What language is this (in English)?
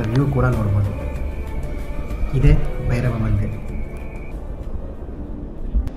Kannada